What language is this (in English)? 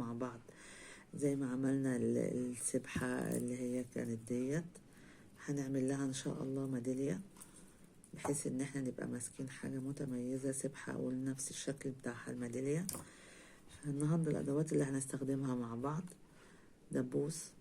Egyptian Arabic